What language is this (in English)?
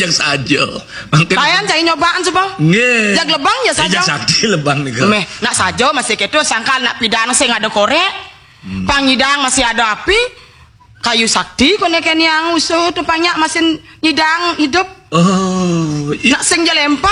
Balinese